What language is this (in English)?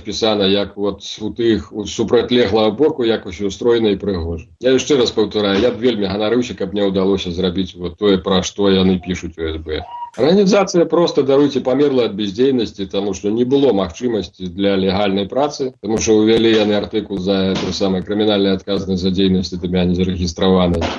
Belarusian